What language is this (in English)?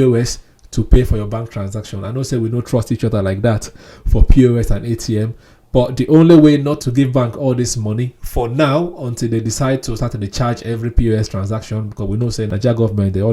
Nigerian Pidgin